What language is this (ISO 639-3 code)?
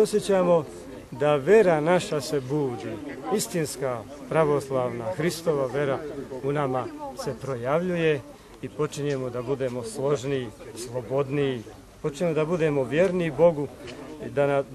bos